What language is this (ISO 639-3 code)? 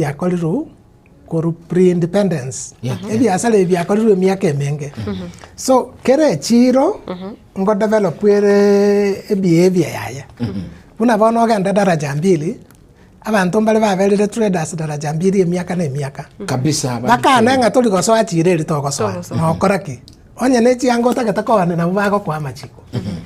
guz